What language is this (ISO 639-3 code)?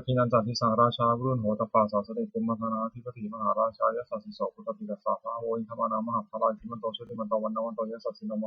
pli